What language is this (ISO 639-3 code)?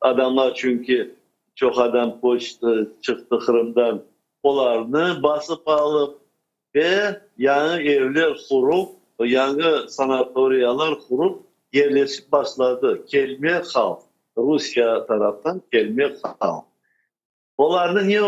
crh